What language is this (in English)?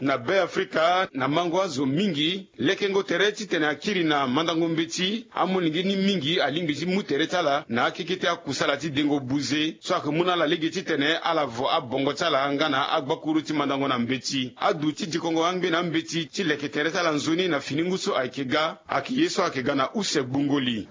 Sango